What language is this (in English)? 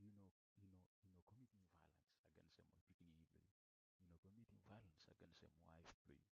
Bislama